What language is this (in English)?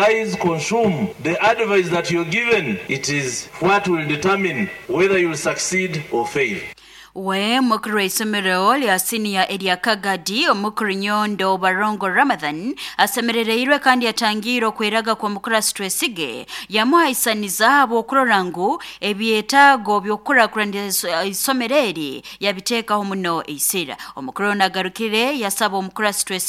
Nyoro